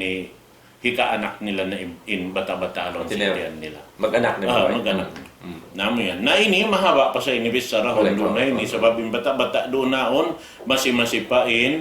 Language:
Tausug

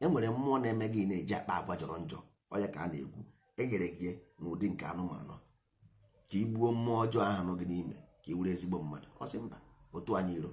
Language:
Igbo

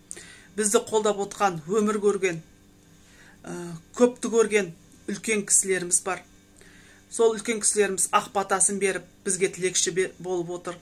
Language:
Kazakh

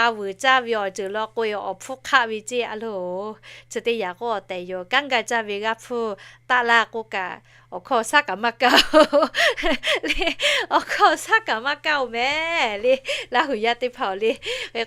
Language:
Lahu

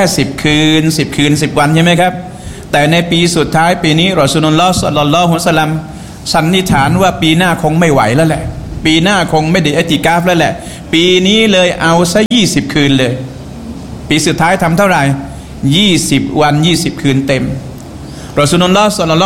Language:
Thai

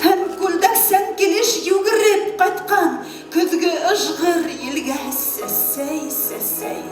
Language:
Bashkir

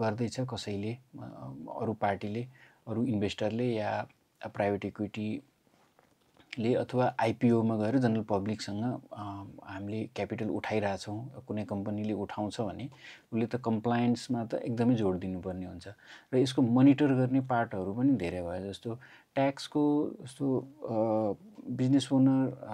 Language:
Nepali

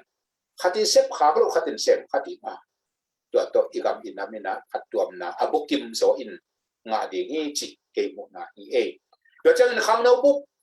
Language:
Tedim Chin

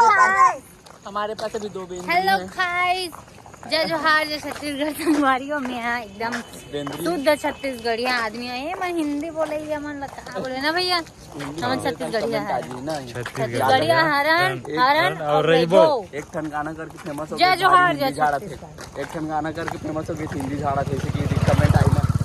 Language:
Chhattisgarhi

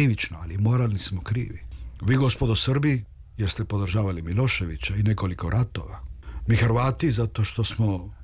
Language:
Serbian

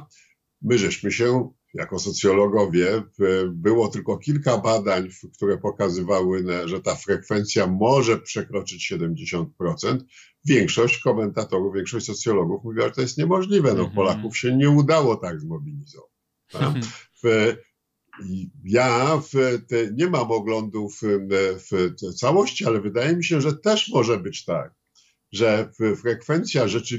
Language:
Polish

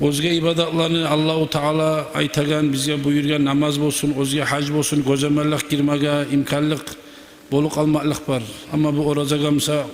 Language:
Kumyk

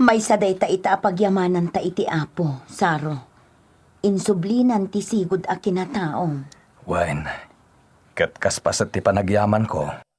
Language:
Iloko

